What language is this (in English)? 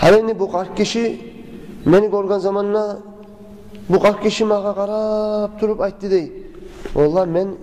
Kumyk